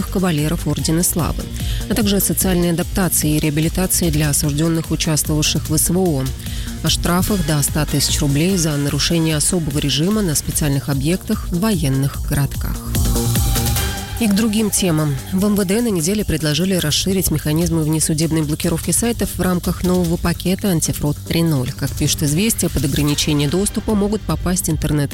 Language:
Russian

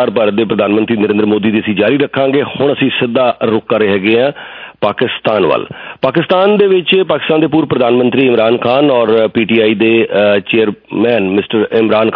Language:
Punjabi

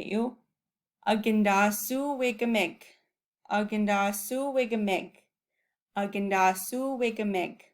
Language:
Chippewa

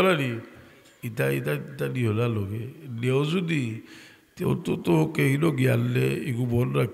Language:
Sylheti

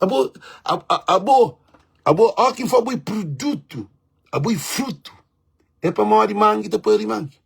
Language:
Kabuverdianu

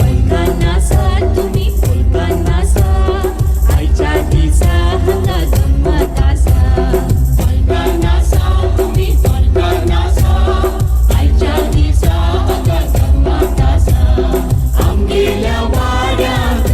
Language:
Konkani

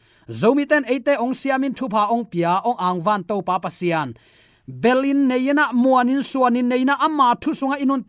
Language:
Tedim Chin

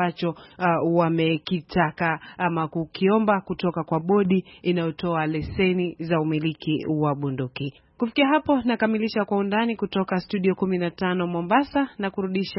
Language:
Swahili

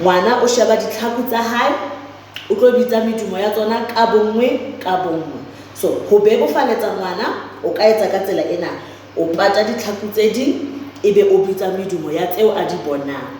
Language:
Southern Sotho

